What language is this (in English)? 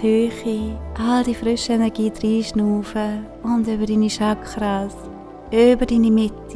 Swiss German